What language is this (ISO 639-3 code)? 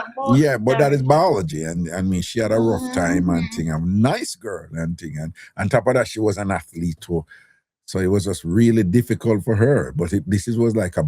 jam